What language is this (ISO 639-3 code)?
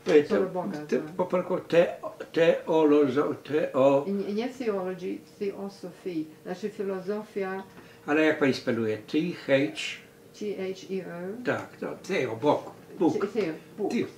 pol